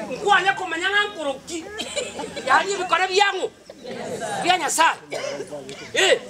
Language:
Gusii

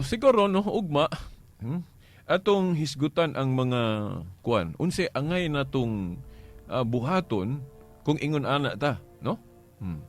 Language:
Cebuano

